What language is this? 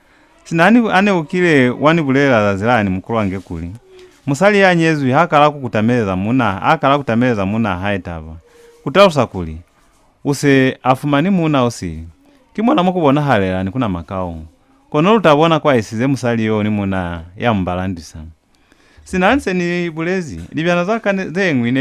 Lozi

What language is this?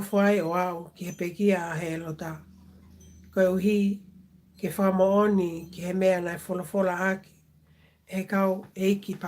Tongan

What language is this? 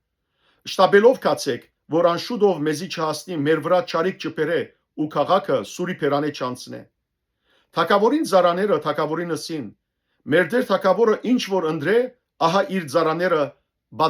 Western Armenian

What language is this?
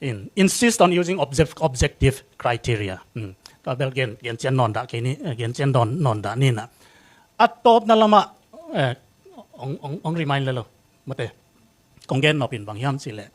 Tedim Chin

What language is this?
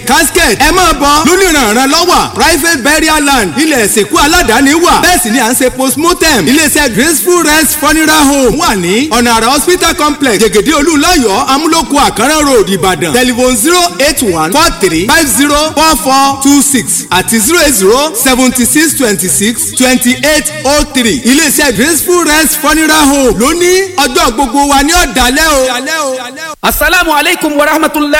Yoruba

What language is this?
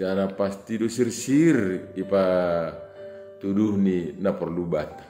Batak Simalungun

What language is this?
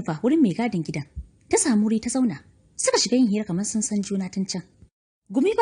Hausa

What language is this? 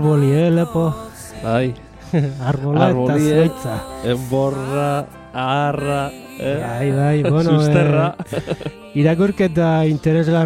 Basque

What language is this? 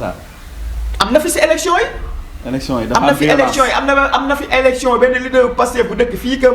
Wolof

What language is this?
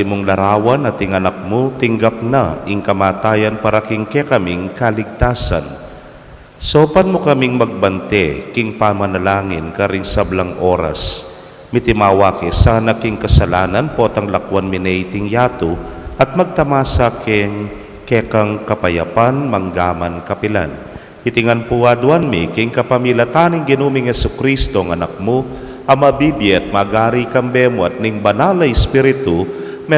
Pampanga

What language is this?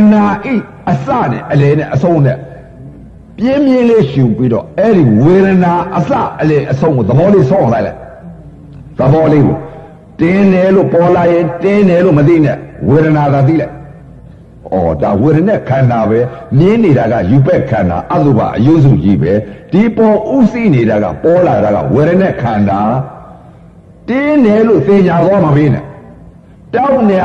Burmese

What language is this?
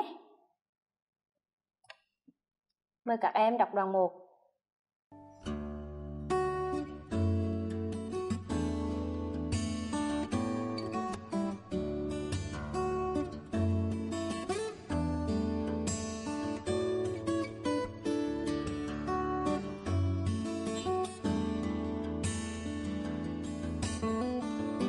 Vietnamese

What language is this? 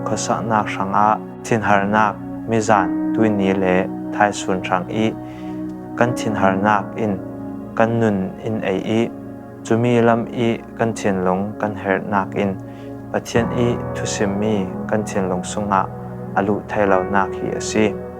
Falam Chin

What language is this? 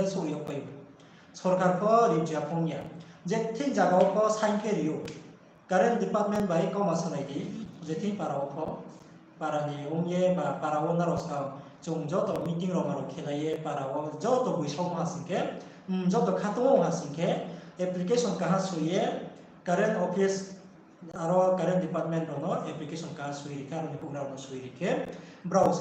Riang (India)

